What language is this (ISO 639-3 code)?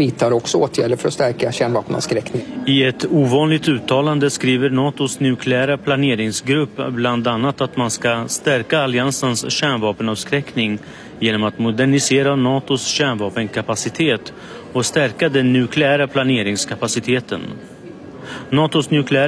swe